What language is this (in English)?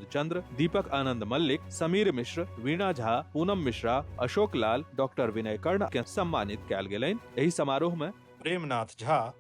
Maithili